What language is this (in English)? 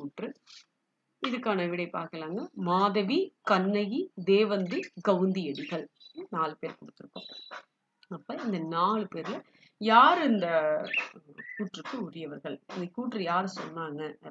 Tamil